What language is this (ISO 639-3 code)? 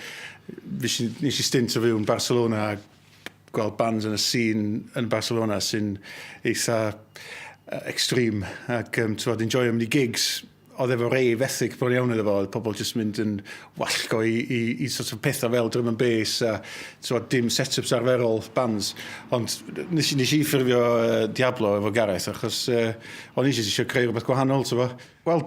cym